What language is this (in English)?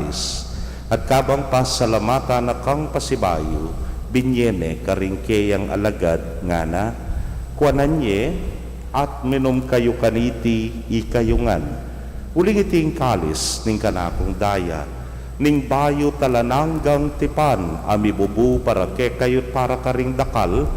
Pampanga